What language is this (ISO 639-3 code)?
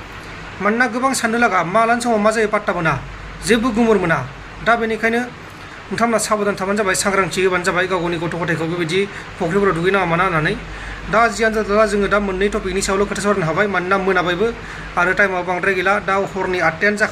brx